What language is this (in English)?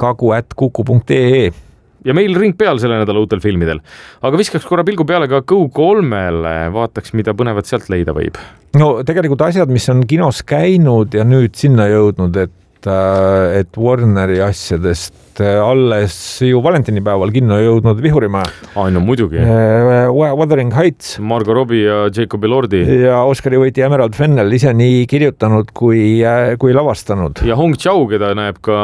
Estonian